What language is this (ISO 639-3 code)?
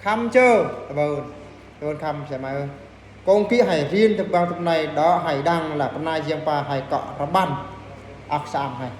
bru